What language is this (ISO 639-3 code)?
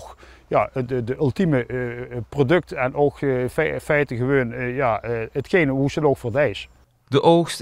lim